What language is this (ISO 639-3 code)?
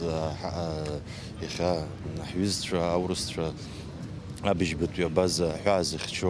abk